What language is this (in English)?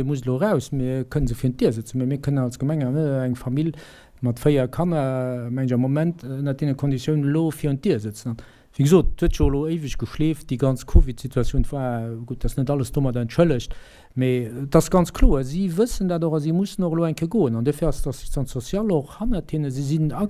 Luxembourgish